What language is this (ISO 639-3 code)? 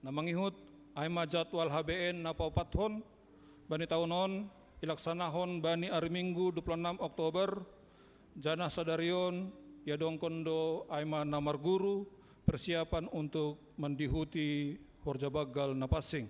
bts